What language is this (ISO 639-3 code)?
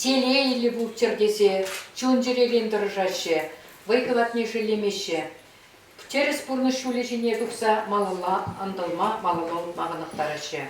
chv